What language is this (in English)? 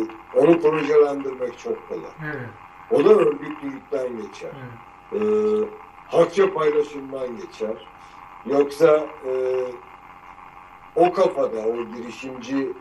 Turkish